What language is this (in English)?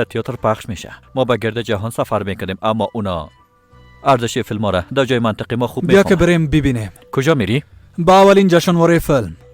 Persian